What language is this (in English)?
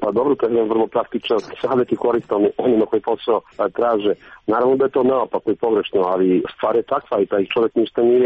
Serbian